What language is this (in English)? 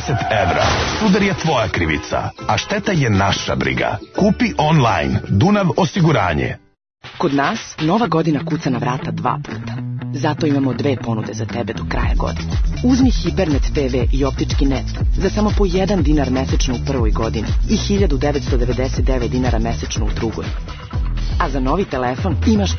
Serbian